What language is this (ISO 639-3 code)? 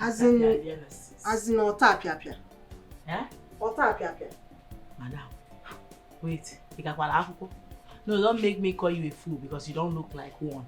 pcm